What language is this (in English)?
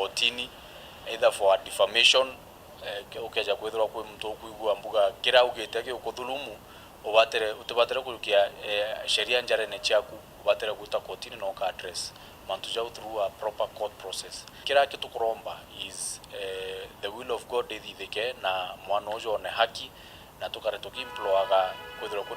Meru